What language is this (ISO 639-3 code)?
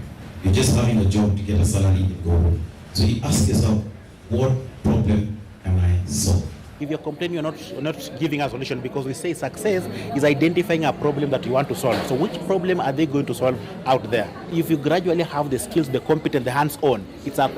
kam